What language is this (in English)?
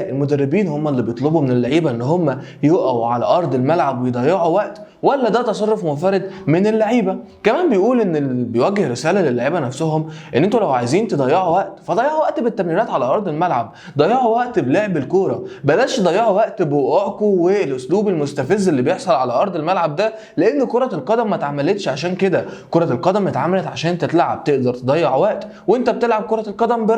Egyptian Arabic